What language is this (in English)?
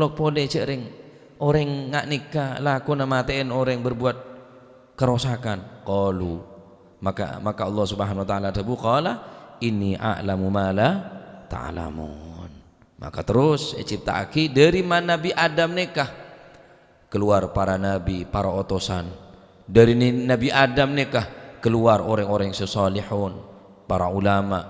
Madurese